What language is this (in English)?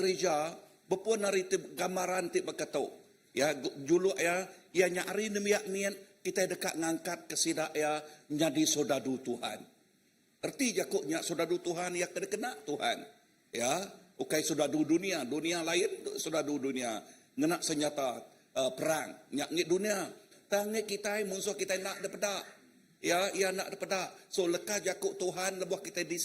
Iban